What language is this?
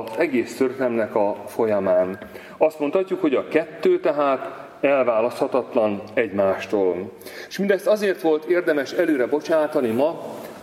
Hungarian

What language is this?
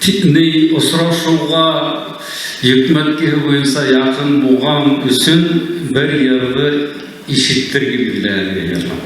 Bashkir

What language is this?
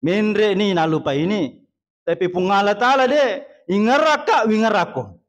Buginese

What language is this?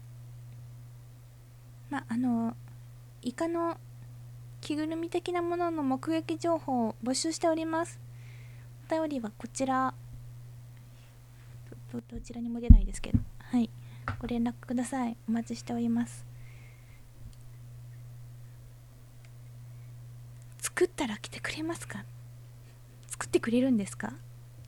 Japanese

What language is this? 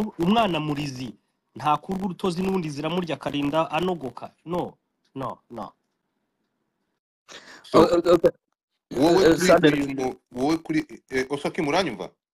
Kinyarwanda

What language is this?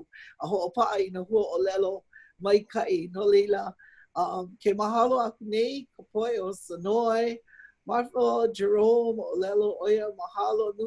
Hawaiian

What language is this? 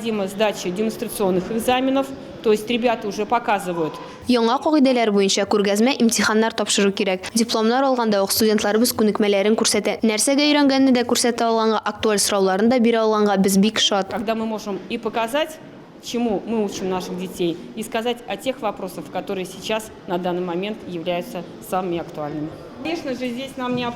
Tatar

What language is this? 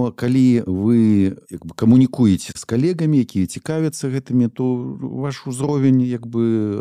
Belarusian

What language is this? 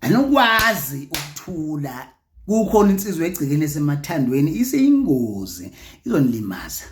Zulu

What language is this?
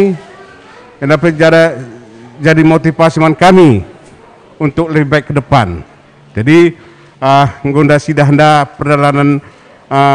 Batak Karo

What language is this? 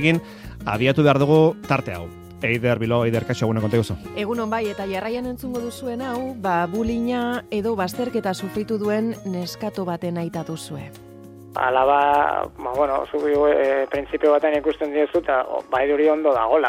Basque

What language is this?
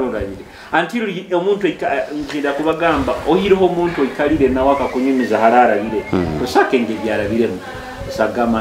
Nyoro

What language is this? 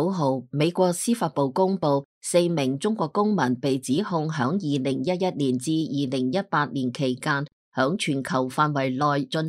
Cantonese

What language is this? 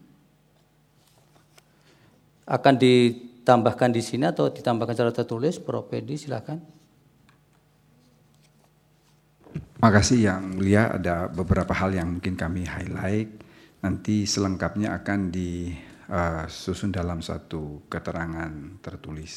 Indonesian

